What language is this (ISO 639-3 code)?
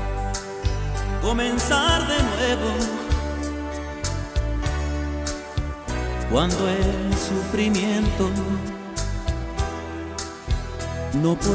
spa